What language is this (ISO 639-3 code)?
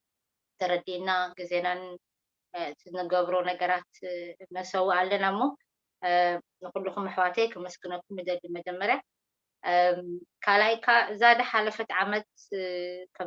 tir